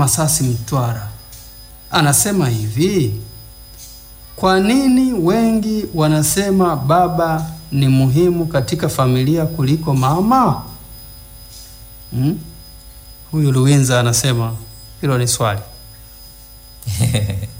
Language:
Swahili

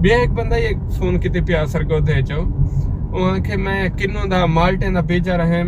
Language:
Saraiki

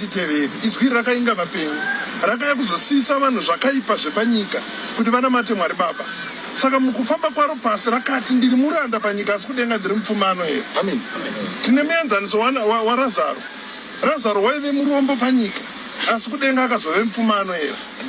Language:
Shona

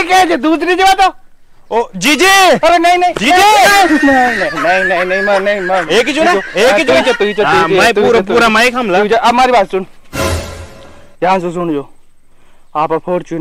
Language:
Hindi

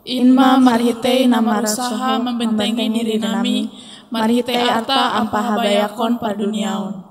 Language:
Batak Simalungun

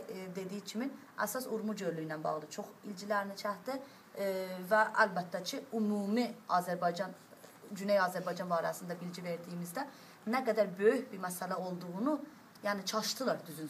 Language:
South Azerbaijani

